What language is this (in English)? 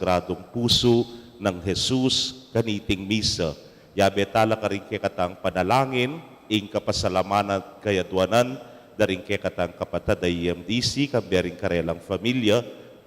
Pampanga